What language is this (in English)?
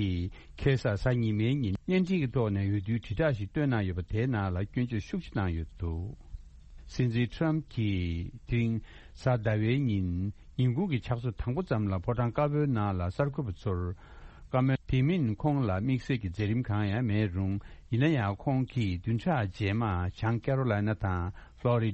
Tibetan